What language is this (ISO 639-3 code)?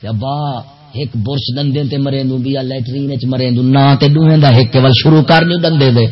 skr